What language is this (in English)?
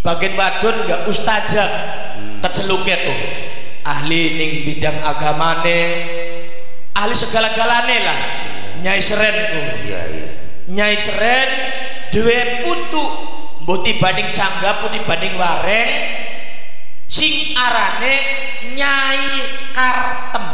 Javanese